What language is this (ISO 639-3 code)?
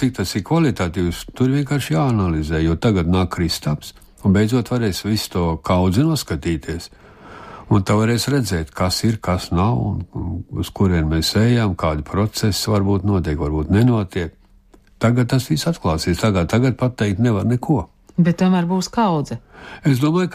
lav